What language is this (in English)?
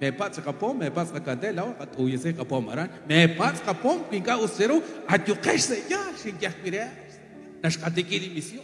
Kekchí